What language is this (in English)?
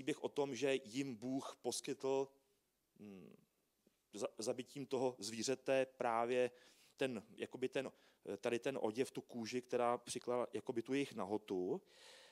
Czech